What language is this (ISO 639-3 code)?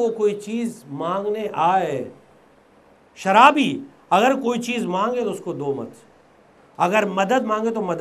urd